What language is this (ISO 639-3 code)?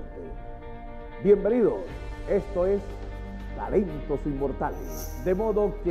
spa